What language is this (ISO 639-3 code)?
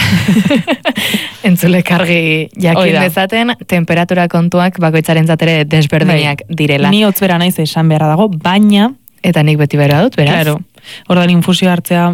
eus